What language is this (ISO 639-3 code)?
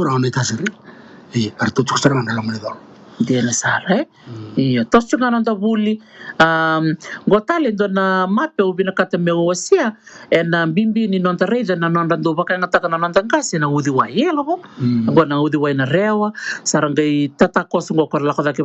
fij